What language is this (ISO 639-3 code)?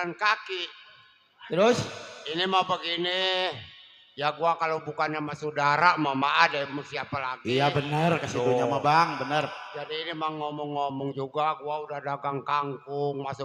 bew